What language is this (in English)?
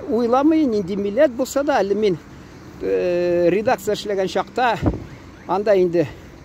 Tatar